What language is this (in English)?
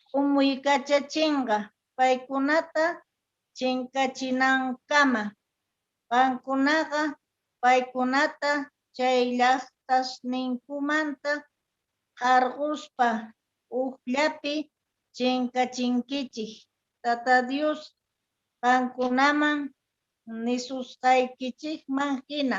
Quechua